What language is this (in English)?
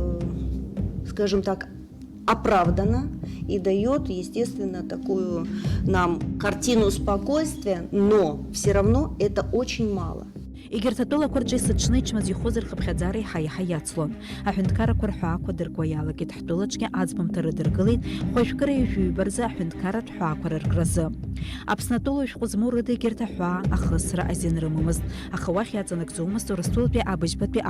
Abkhazian